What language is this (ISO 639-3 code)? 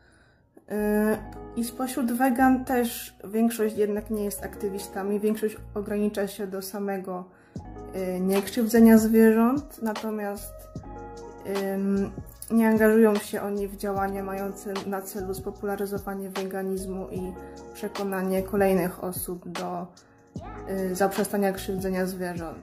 pol